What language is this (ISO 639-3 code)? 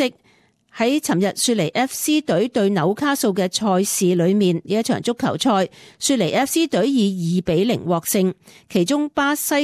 yue